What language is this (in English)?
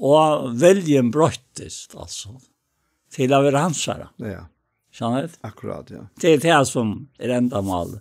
Faroese